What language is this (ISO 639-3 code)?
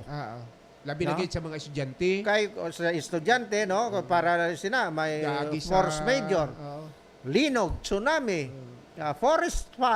hil